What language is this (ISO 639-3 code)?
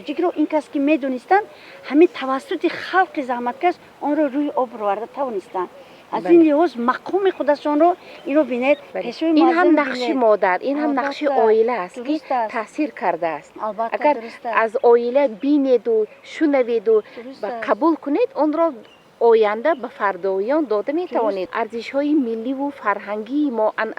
tgk